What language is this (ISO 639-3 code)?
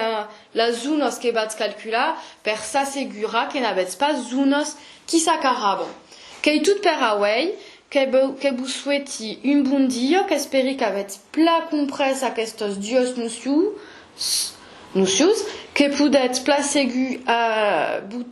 oci